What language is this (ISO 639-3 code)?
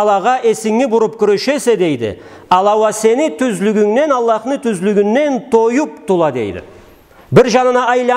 krc